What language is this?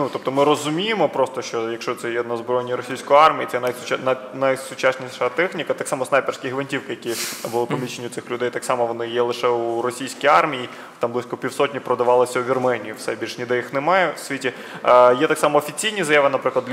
Ukrainian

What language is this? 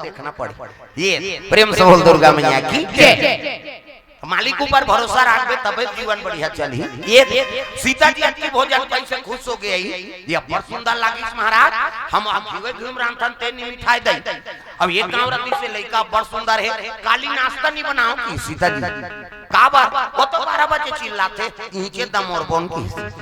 Chhattisgarhi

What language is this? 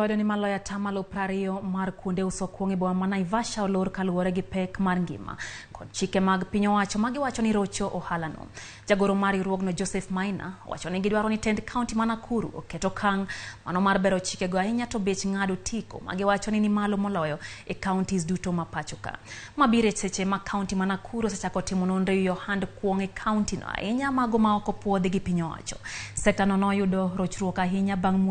Luo (Kenya and Tanzania)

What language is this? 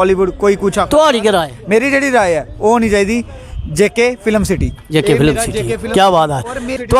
Dogri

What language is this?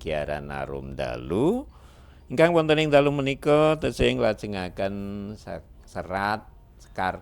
Javanese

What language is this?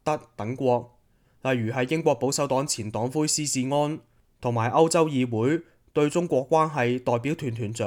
Cantonese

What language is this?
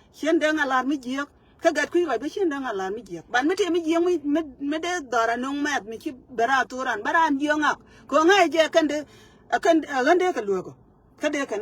Nuer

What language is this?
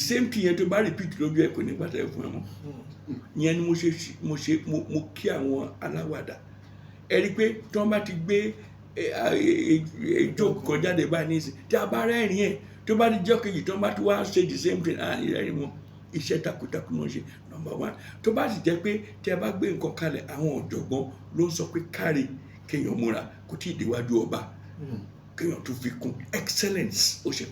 Yoruba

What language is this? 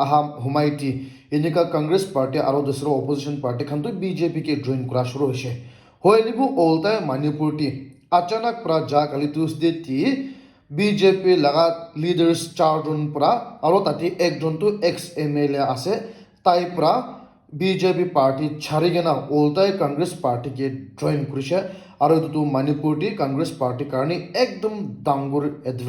Naga Pidgin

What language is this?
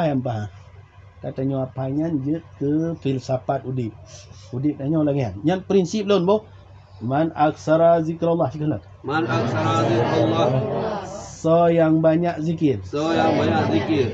Achinese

